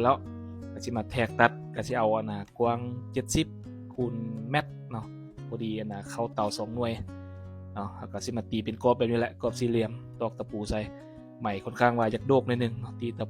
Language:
Lao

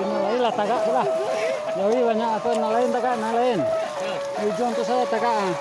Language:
Minangkabau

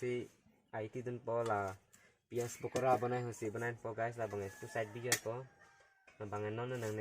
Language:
Karbi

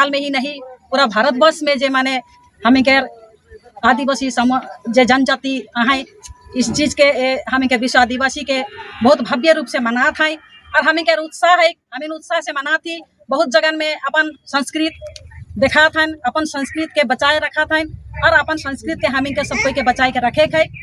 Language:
Sadri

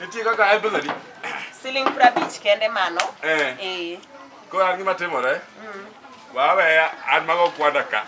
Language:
Luo (Kenya and Tanzania)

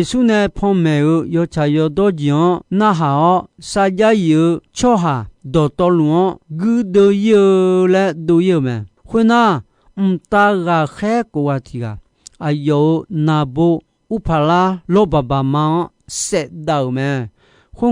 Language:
Akha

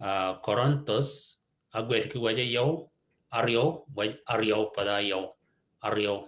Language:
Shilluk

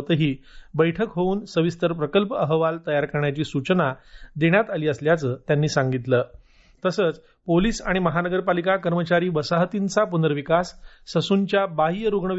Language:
Marathi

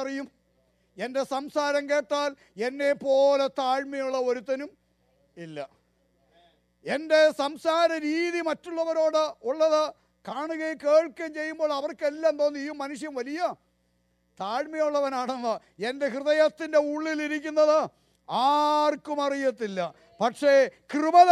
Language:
Malayalam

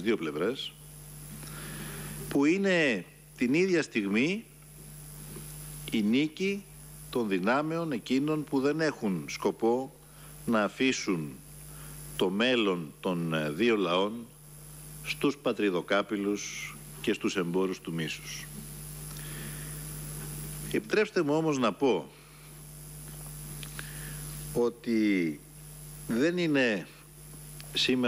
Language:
Greek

